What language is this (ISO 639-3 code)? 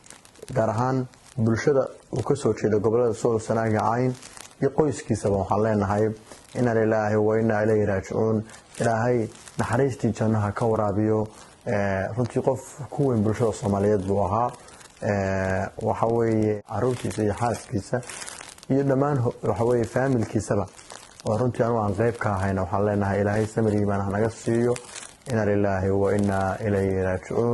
som